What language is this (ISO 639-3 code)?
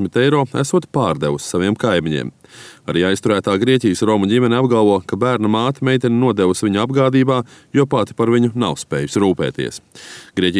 lav